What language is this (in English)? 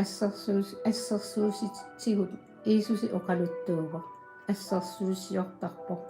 Kalaallisut